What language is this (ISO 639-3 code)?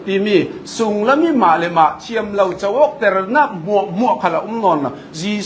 cfm